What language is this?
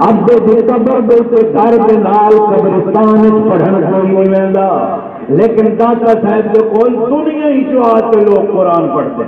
Saraiki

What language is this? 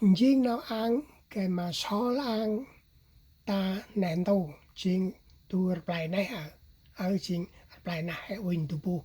Central Mnong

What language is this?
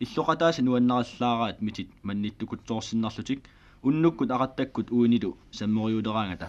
Kalaallisut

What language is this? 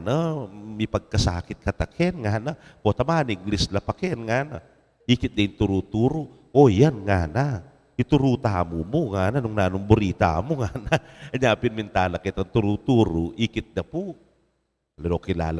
Pampanga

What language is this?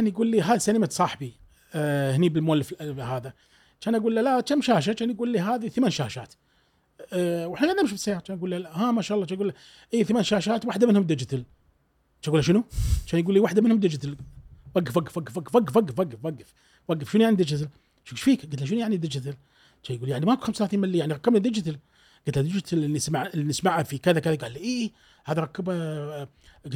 Gulf Arabic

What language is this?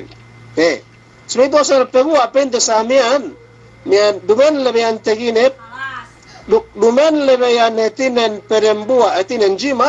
Yakan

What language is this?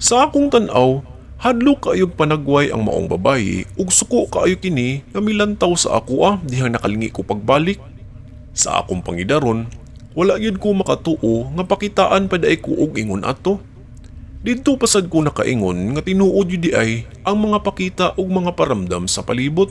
Cebuano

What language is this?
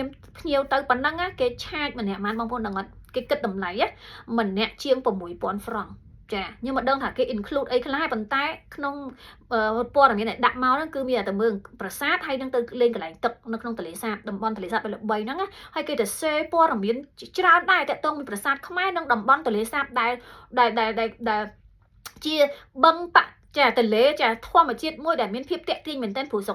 Khmer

